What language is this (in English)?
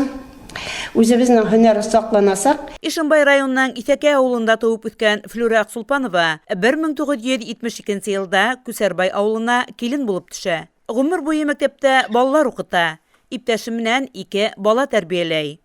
Bashkir